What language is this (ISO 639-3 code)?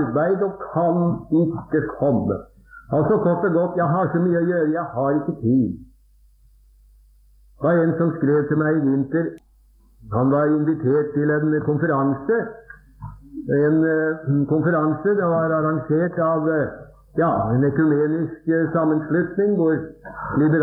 nor